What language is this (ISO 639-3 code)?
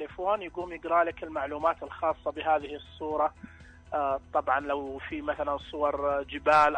ars